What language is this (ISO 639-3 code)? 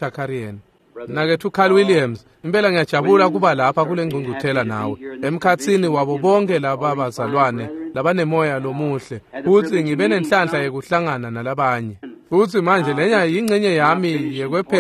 ssw